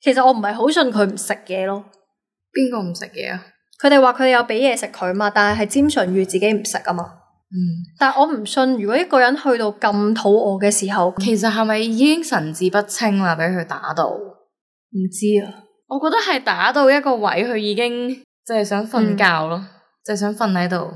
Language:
Cantonese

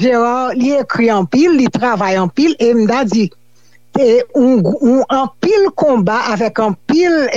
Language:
Haitian Creole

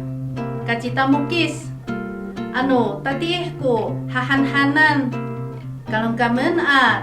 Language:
Amis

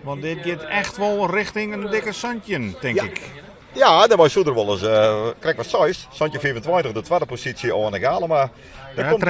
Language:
Western Frisian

